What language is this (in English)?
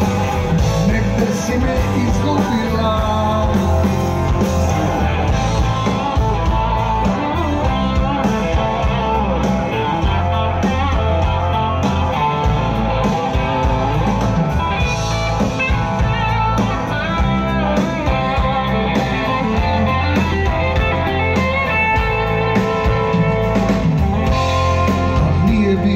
Serbian